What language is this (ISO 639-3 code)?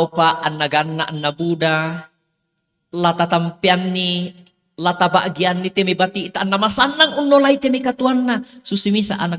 sda